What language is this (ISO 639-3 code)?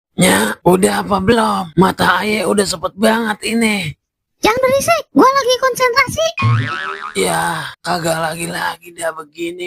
bew